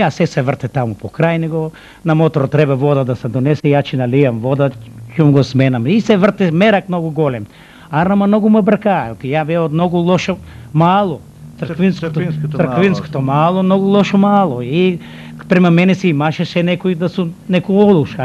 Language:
Macedonian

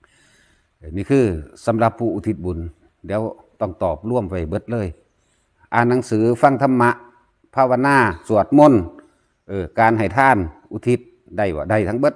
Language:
Northeastern Thai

